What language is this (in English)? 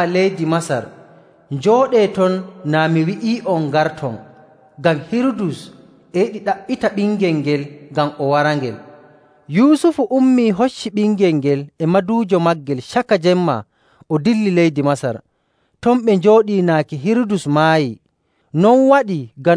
Nigerian Fulfulde